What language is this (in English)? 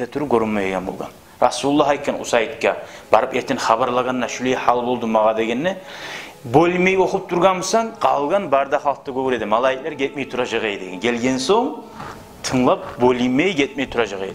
Kumyk